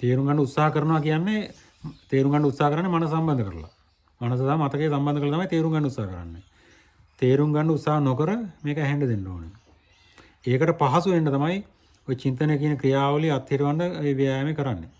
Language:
Sinhala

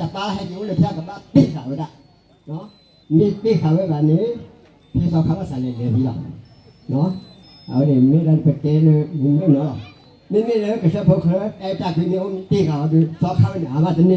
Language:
S'gaw Karen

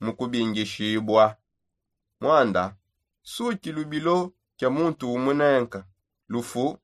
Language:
Songe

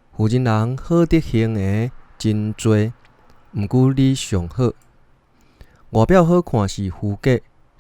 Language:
Min Nan Chinese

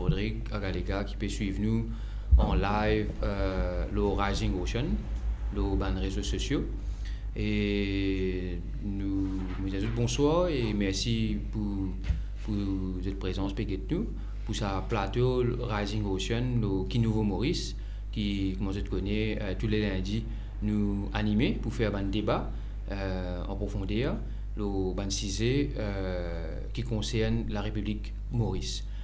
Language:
Morisyen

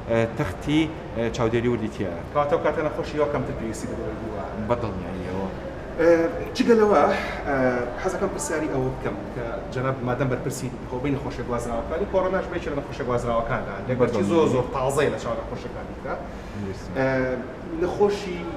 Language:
Central Kurdish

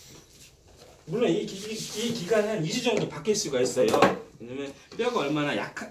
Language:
Korean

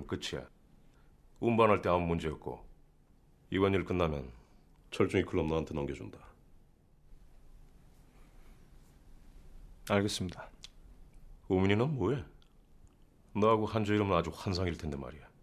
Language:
Korean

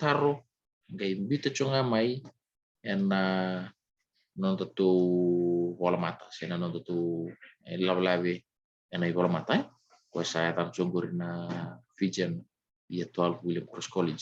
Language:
Fijian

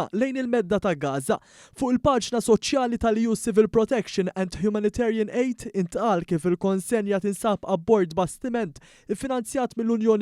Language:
Maltese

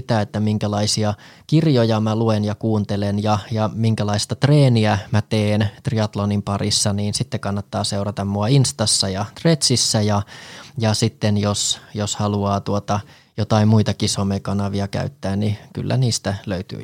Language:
Finnish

